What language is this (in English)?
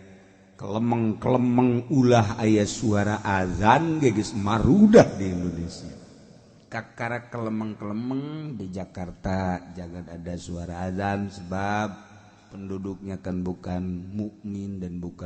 Sundanese